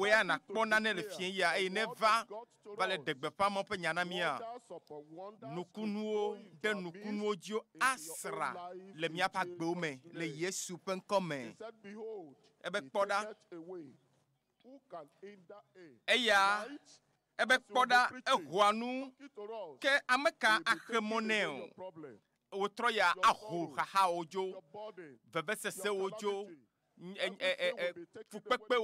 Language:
Ewe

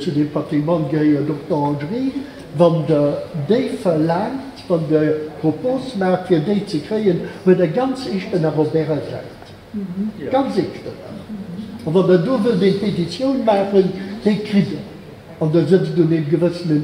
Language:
Luxembourgish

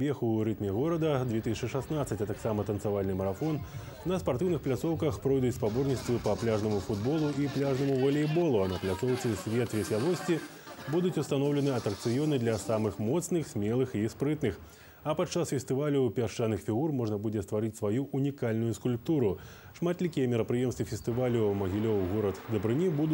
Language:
Belarusian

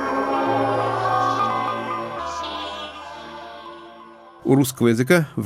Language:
Russian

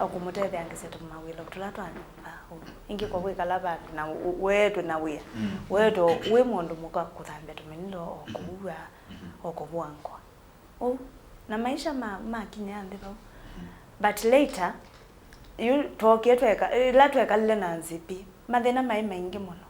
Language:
Kamba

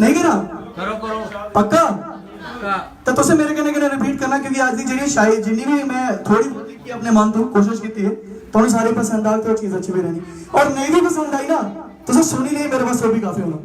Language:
Dogri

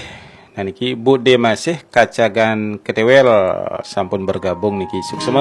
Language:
Balinese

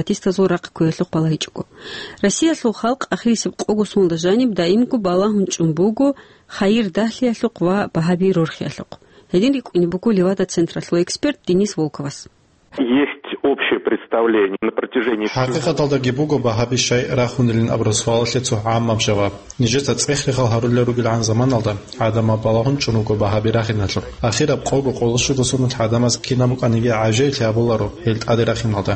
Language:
Avaric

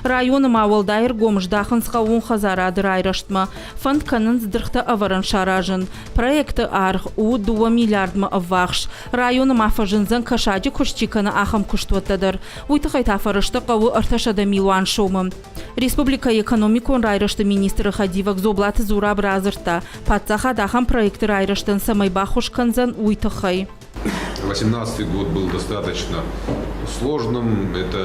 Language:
Ossetic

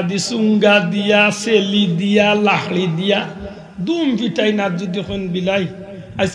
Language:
Sylheti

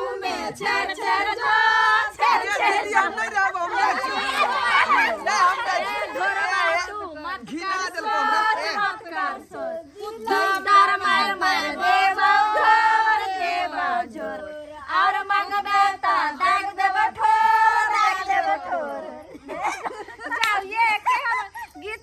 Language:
Maithili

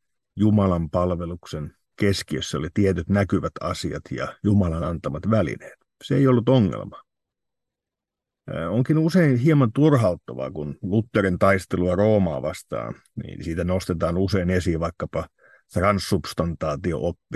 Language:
Finnish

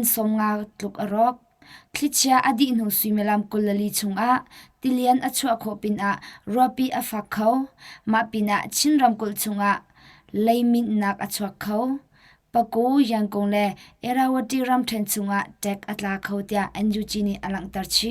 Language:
Hakha Chin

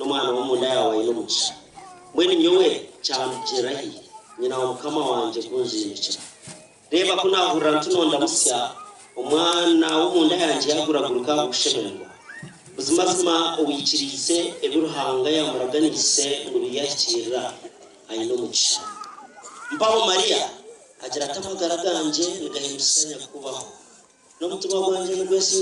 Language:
Nyankole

